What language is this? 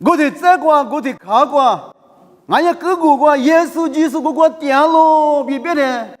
Lisu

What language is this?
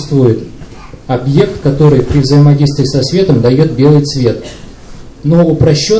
Russian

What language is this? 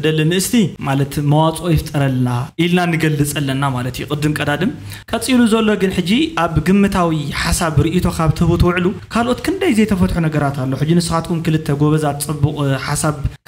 Tigrinya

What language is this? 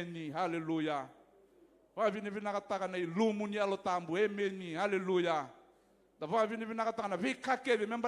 Fijian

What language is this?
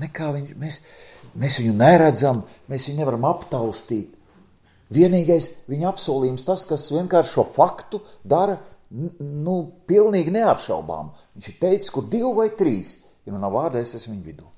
Latvian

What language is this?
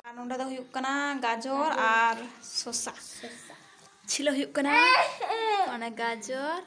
Santali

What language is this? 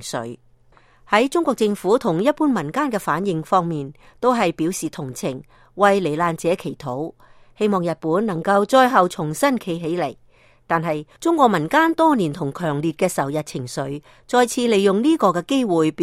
Cantonese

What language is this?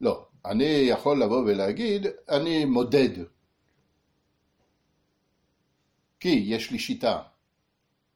Hebrew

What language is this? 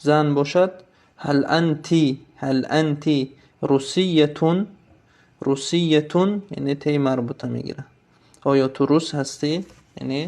Tajik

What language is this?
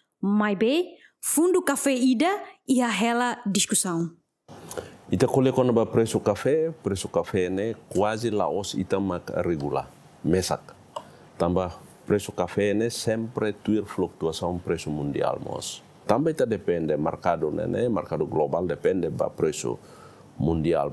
Tetum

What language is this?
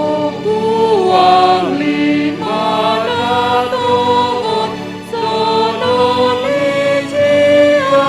Batak Simalungun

